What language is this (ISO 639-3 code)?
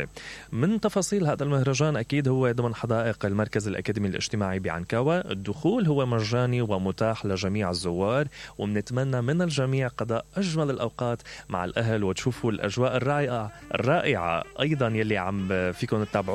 acm